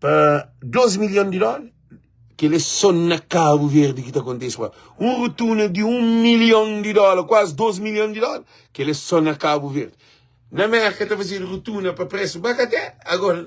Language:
Kabuverdianu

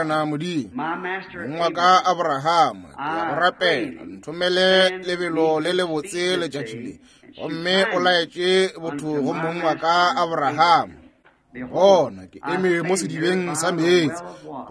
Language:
Northern Sotho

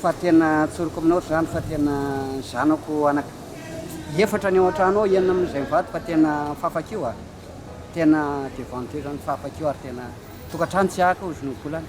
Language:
Malagasy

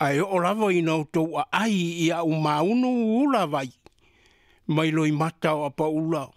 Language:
Samoan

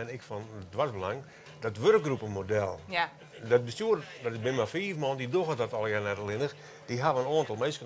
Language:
Western Frisian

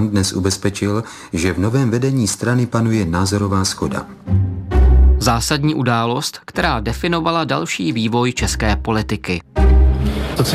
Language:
Czech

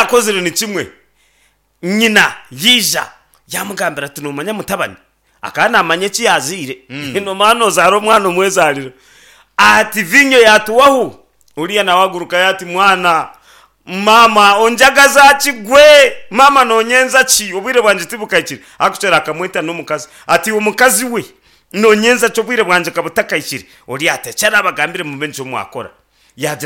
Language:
Nyankole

